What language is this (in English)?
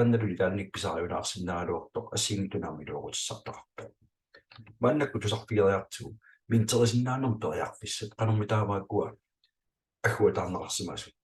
Kalaallisut